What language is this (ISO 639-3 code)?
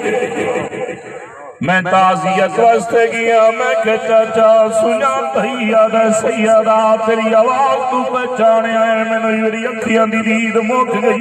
skr